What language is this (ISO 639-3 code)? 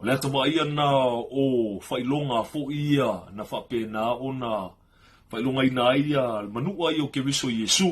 smo